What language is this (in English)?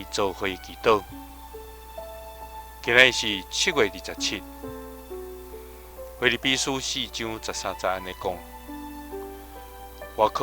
Min Nan Chinese